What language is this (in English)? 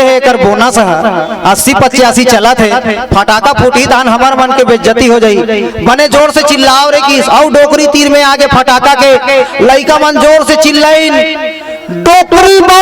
Chhattisgarhi